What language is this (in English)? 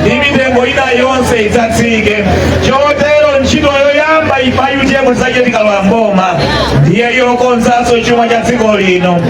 Nyanja